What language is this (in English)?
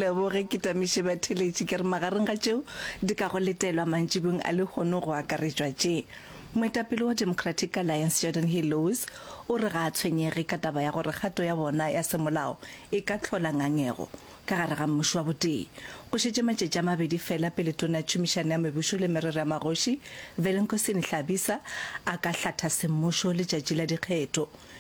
Northern Sotho